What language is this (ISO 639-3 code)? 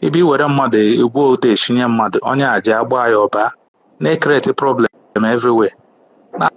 ibo